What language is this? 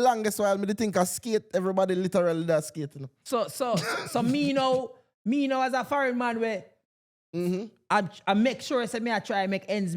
Jamaican Creole English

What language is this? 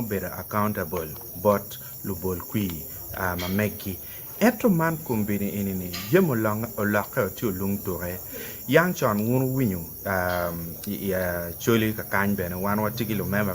Acoli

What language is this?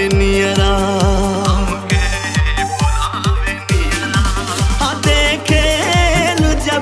Bhojpuri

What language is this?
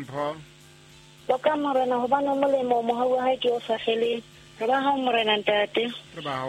Southern Sotho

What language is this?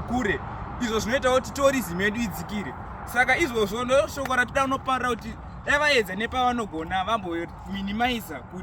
Shona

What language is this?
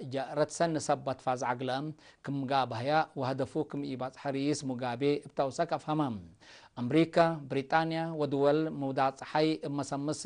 Tigre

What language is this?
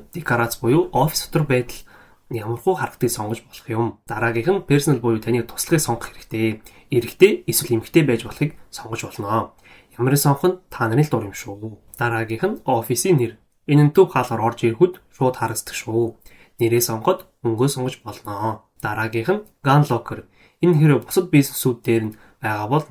Mongolian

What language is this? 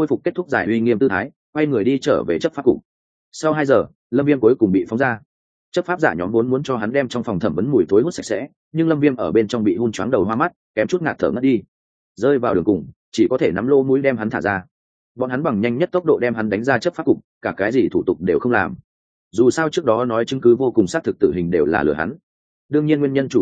Vietnamese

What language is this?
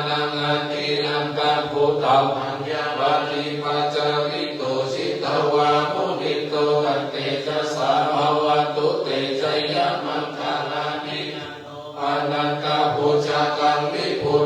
Pali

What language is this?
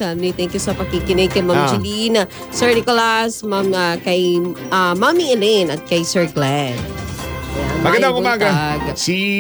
Filipino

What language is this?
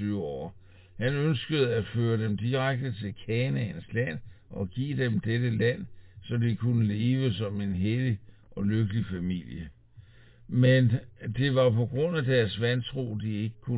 Danish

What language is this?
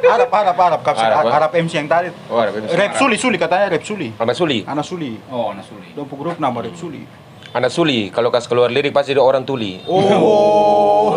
Ambonese Malay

